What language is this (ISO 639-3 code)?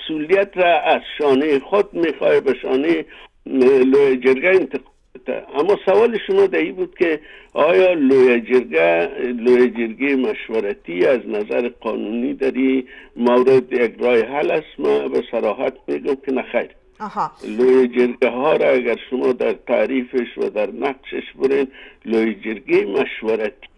fas